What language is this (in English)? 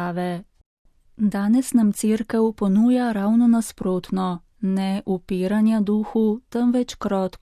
Slovenian